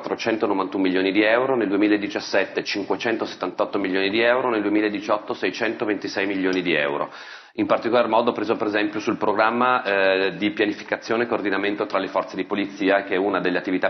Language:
Italian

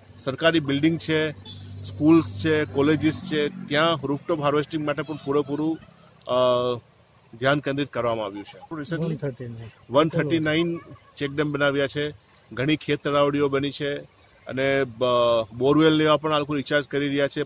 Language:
Gujarati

